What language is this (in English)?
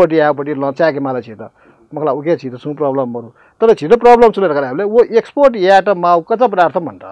Newari